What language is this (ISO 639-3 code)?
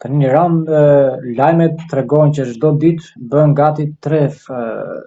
sqi